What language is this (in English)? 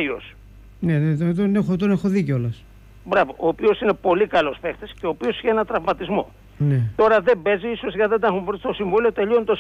Greek